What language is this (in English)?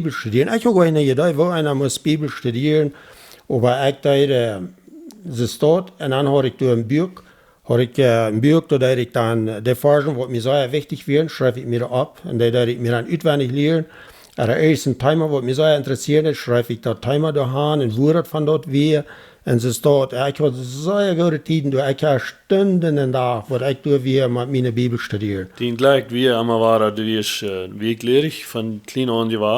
Plautdietsch